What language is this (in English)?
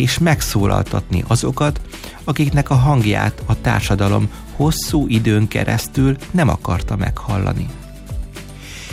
Hungarian